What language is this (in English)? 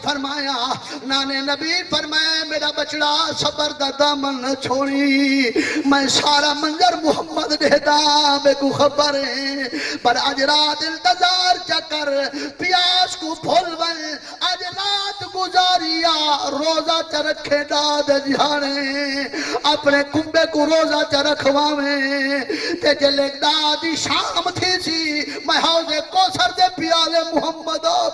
Saraiki